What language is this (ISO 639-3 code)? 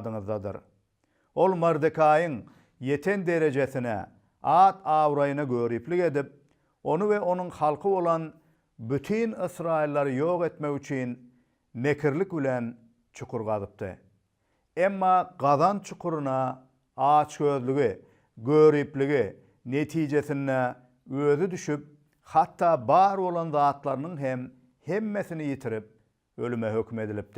tuk